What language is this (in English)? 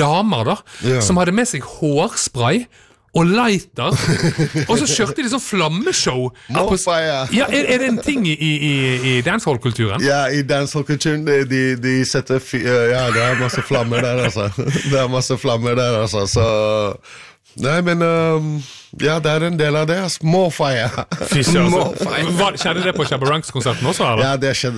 Norwegian